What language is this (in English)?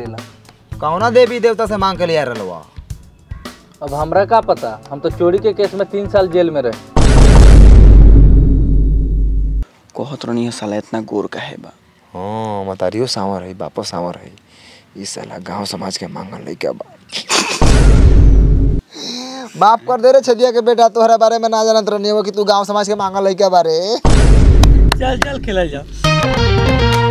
Bhojpuri